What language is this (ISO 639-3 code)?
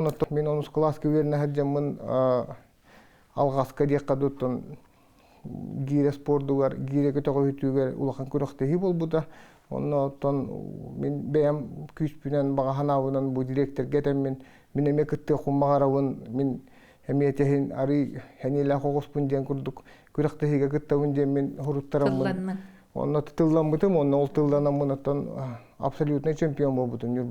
sah